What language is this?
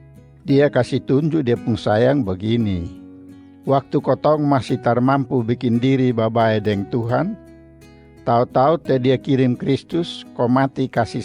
Kupang Malay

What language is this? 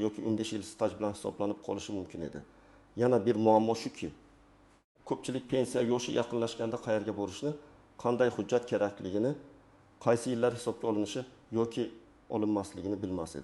Uzbek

